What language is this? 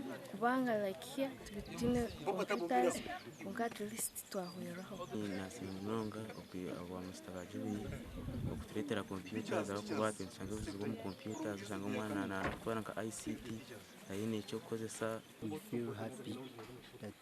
Nyankole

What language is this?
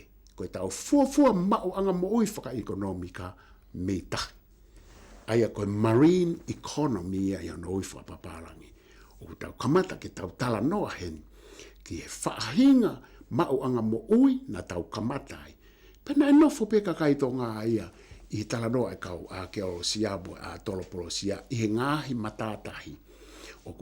Tongan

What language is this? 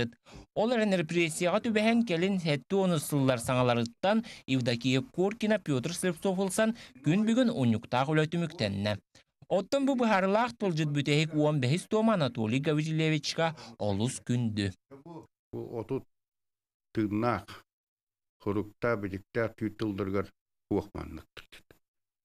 Yakut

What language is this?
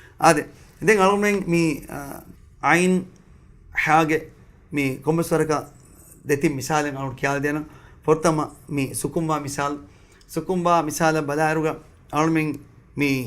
Divehi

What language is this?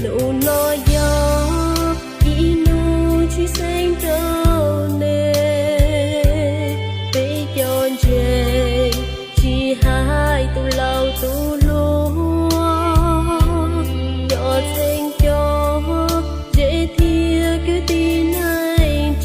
Hmong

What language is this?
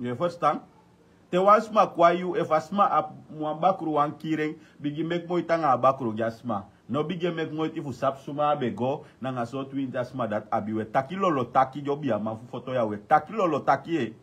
Sranan Tongo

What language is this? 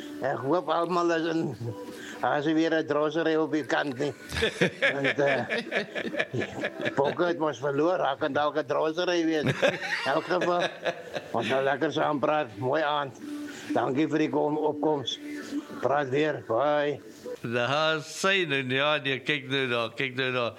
Afrikaans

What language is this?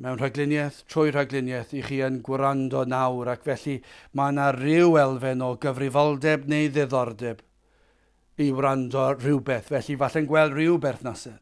Welsh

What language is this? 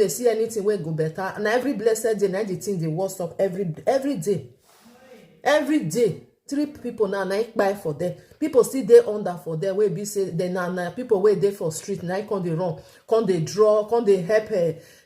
Nigerian Pidgin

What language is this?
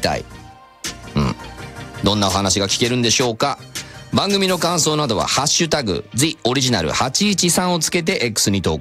Japanese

